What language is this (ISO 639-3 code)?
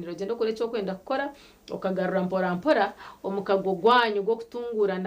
nyn